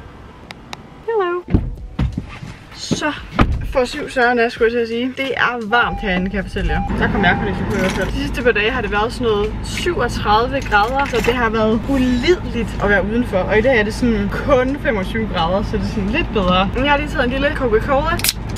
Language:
Danish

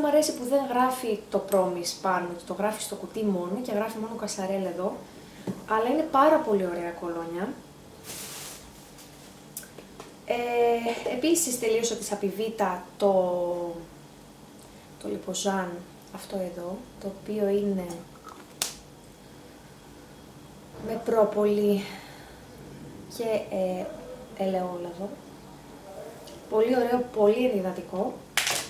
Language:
Greek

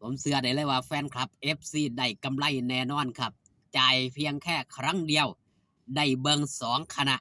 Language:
Northeastern Thai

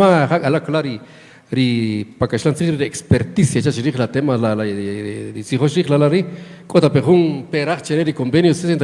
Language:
Kaqchikel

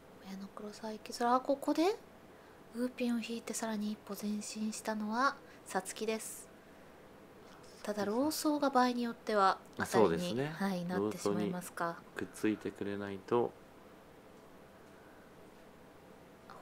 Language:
Japanese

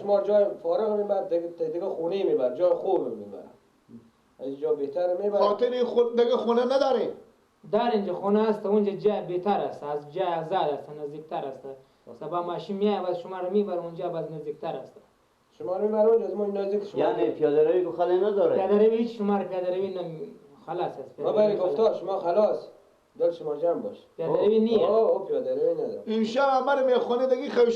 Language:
Persian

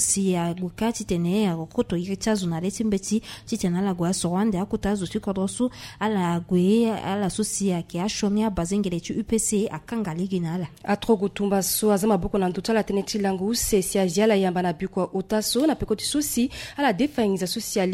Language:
Sango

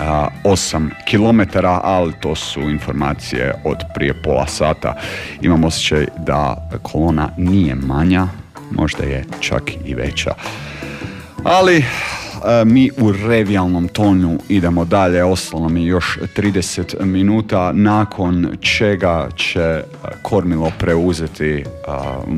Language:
Croatian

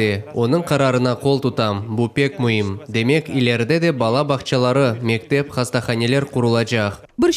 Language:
Crimean Tatar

